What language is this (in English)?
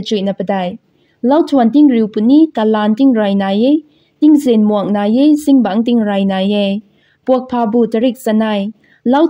Rongmei Naga